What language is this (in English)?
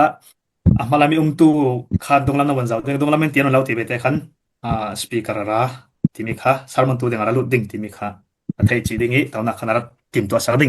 Falam Chin